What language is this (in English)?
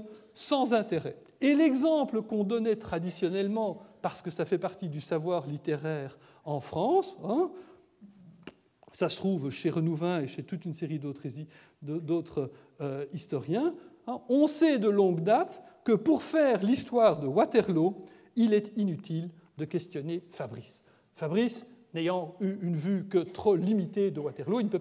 French